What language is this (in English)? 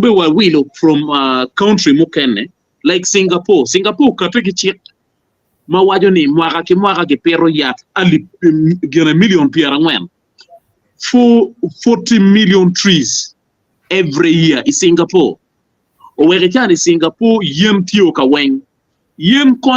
Acoli